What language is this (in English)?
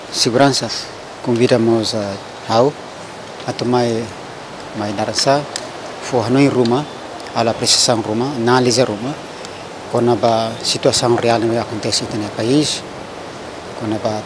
Tetum